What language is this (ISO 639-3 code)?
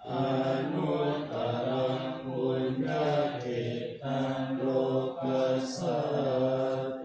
pli